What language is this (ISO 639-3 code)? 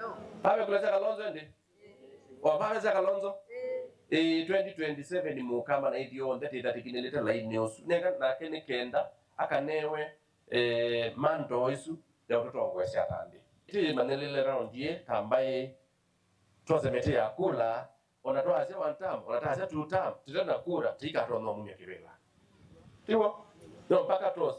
kam